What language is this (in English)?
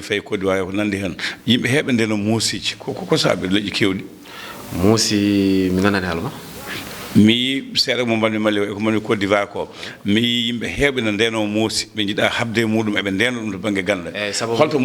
Fula